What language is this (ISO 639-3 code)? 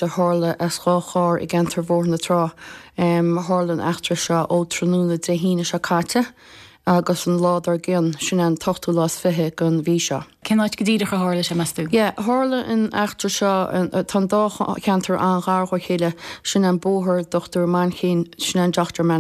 gle